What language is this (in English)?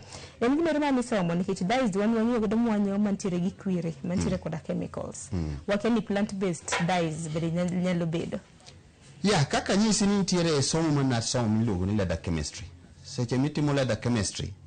Luo (Kenya and Tanzania)